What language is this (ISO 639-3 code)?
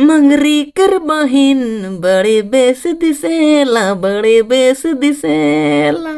sck